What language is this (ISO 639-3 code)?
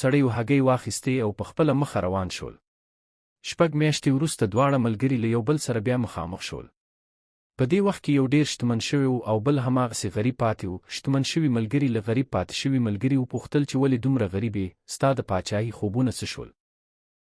pus